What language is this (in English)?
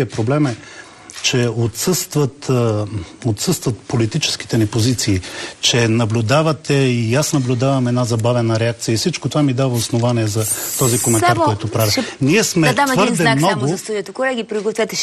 Bulgarian